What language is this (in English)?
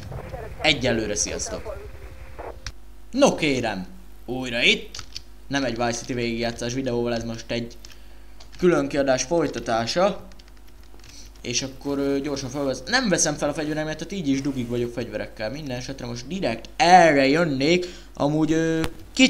Hungarian